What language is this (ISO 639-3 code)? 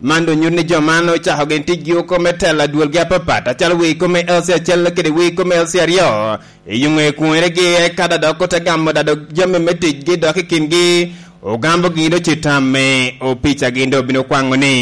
laj